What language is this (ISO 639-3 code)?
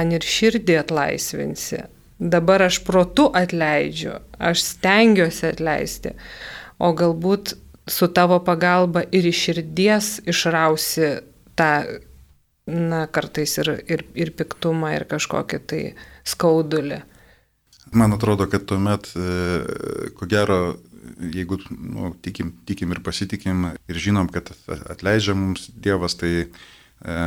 lit